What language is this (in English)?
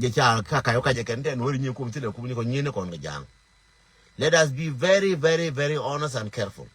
Nuer